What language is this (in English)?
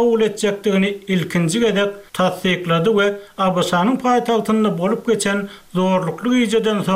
Turkmen